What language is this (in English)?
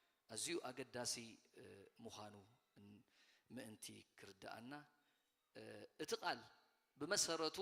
Tigrinya